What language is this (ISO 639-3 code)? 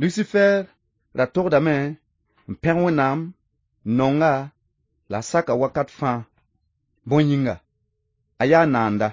mos